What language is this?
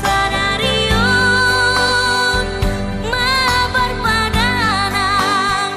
Batak Toba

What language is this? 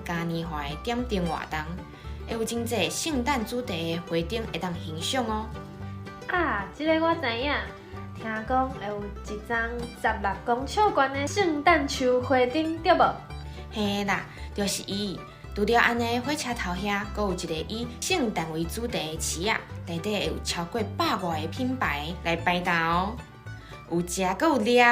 Min Nan Chinese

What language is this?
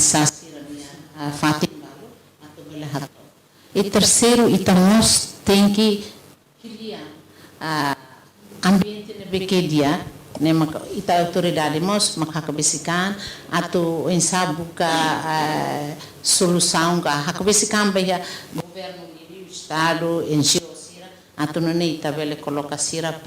Tetum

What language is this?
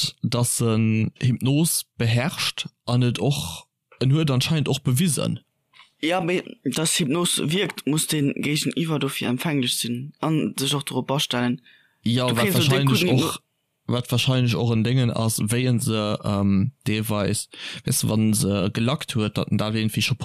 Luxembourgish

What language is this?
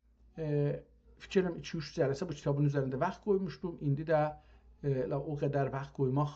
South Azerbaijani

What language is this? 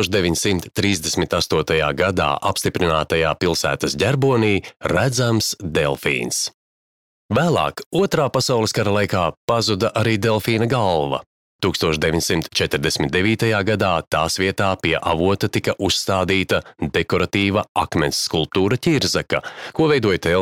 Latvian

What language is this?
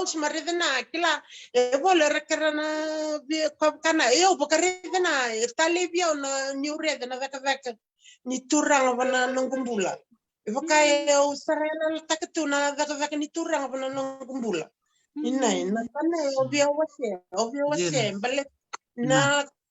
Fijian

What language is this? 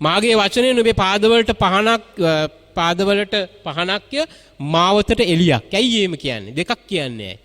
Sinhala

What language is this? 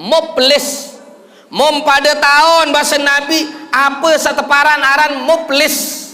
Sasak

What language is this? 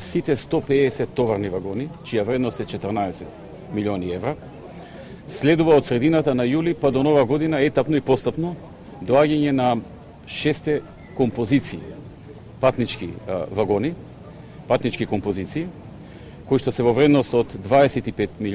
Macedonian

